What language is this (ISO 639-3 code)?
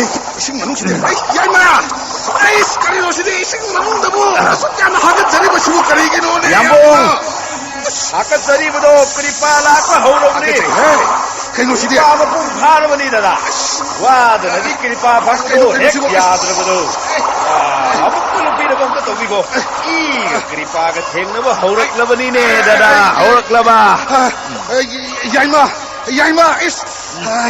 mni